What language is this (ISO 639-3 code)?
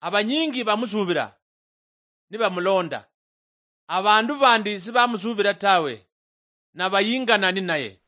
luy